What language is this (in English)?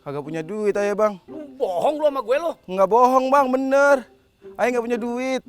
Betawi